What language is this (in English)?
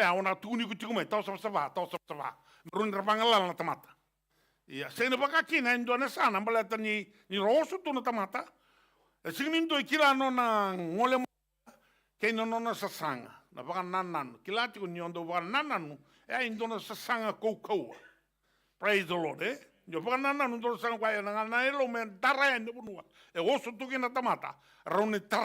Fijian